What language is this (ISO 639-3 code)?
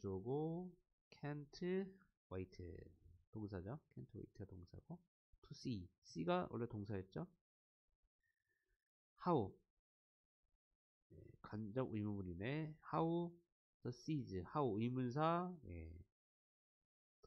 kor